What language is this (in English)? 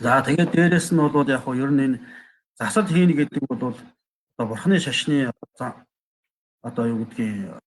Mongolian